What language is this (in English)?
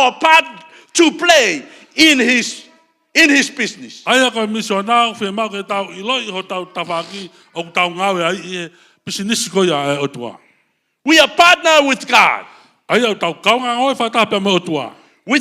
Tongan